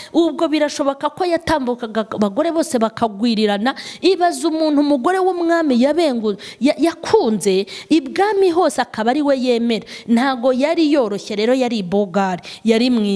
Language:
Kinyarwanda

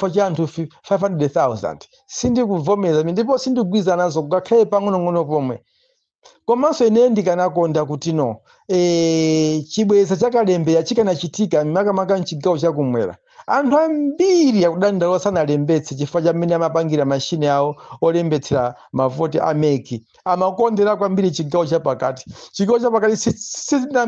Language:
Nyanja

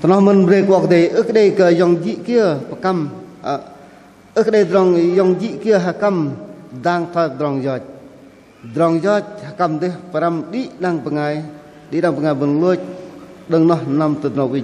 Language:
Bahnar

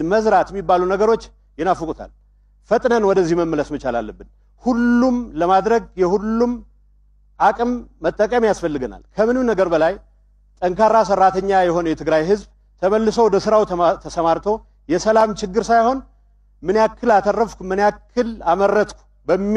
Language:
Amharic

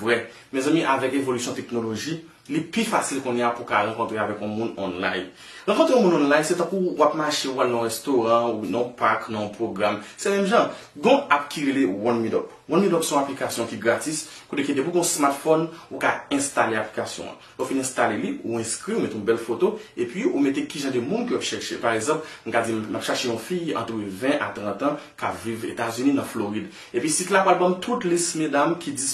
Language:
Haitian Creole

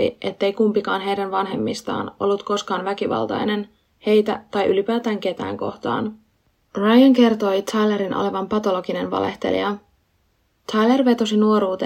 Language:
Finnish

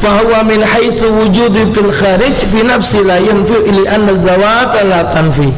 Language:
Musi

